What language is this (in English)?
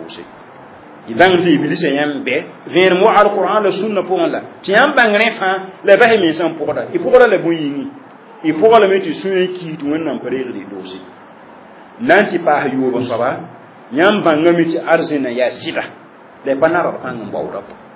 Mossi